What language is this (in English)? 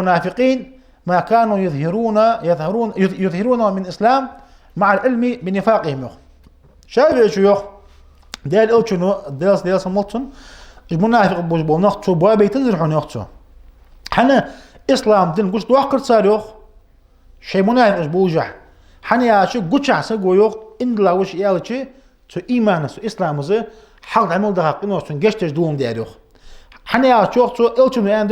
Ingush